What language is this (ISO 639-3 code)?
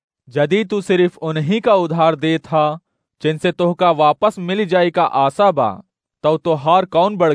awa